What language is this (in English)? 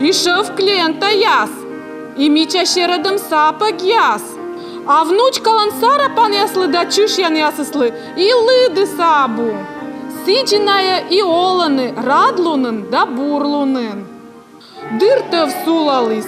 Komi